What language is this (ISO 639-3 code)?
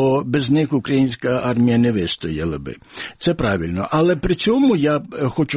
ukr